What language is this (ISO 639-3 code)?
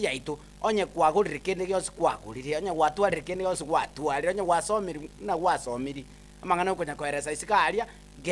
guz